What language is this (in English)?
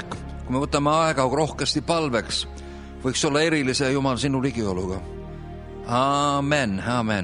Estonian